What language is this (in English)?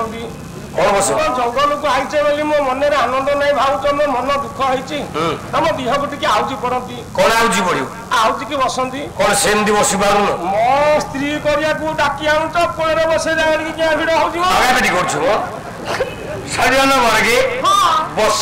Odia